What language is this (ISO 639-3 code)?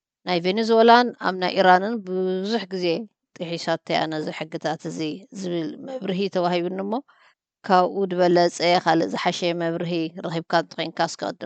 tir